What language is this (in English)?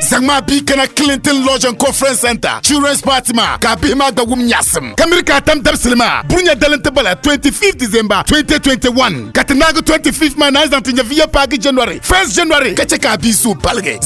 Dagbani